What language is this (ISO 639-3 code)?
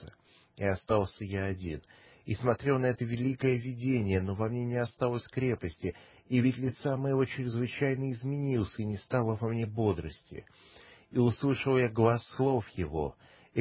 rus